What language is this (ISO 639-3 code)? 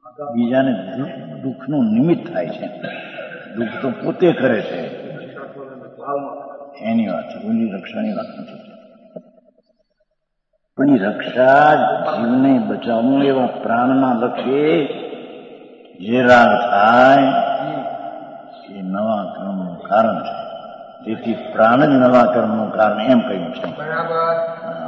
guj